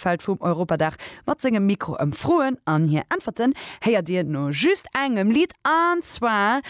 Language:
Luxembourgish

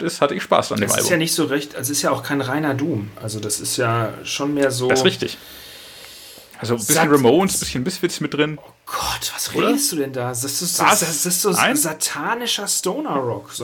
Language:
German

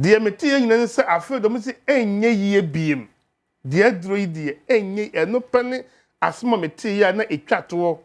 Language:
Akan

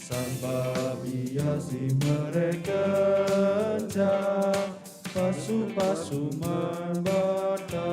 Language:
Batak Karo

